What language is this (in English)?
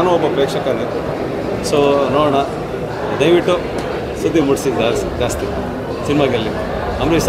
Kannada